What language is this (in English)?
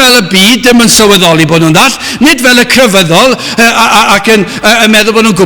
Welsh